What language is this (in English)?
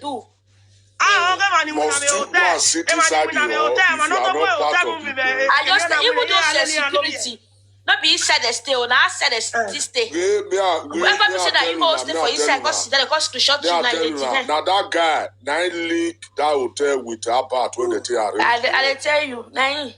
Nigerian Pidgin